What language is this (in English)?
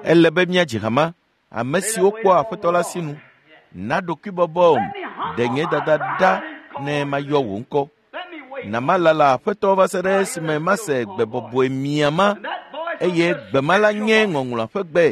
Ewe